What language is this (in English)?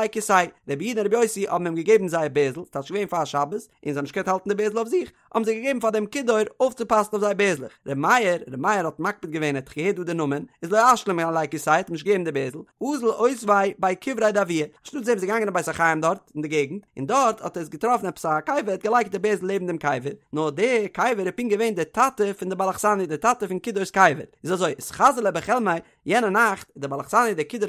Yiddish